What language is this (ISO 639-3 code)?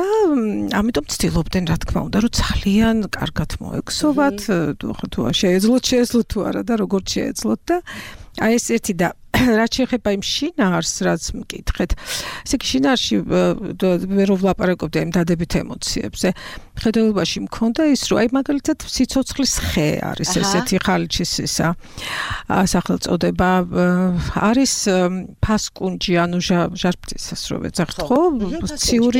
kat